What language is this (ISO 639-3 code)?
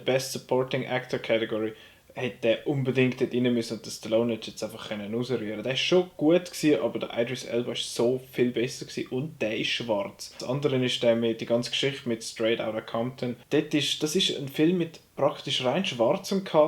gsw